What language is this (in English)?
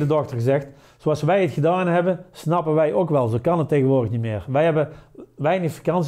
Dutch